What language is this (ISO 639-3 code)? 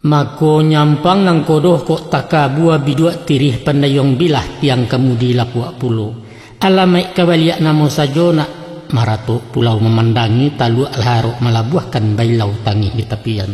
min